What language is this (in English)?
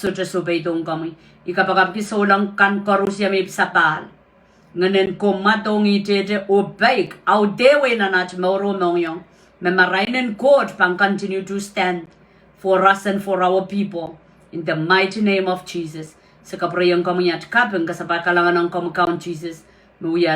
Pohnpeian